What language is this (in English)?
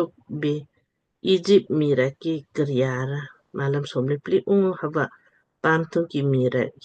Lamkang